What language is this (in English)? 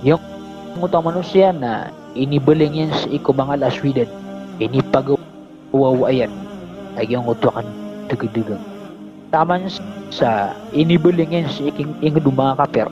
Maranao